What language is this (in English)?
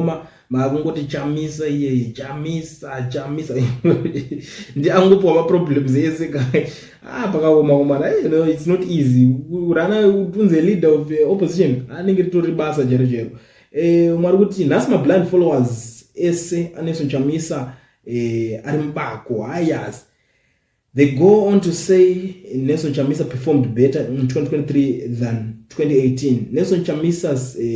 Shona